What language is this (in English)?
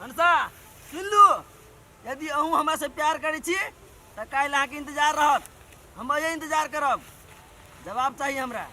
Maithili